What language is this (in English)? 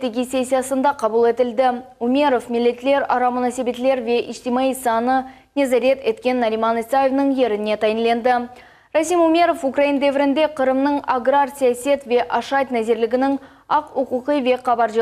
Crimean Tatar